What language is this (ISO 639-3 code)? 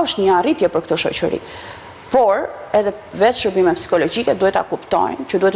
sqi